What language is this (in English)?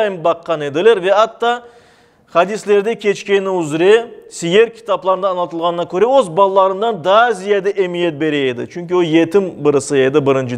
Crimean Tatar